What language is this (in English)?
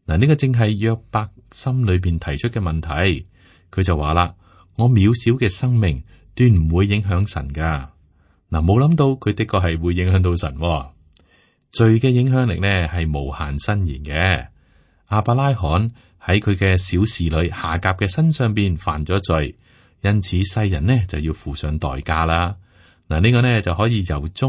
Cantonese